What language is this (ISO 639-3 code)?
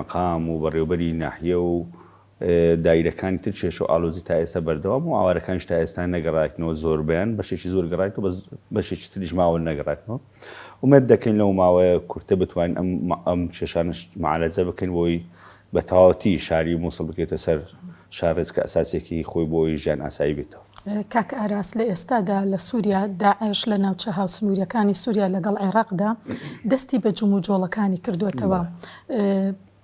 ckb